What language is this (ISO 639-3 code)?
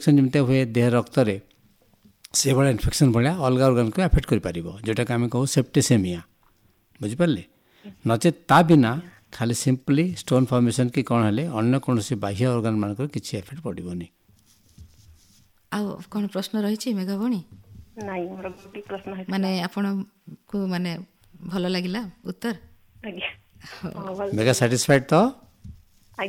ori